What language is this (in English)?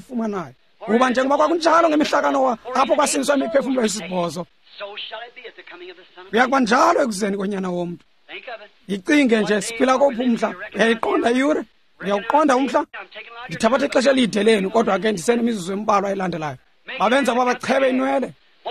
Xhosa